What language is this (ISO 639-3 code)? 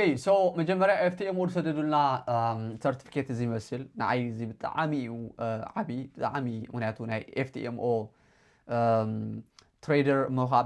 tir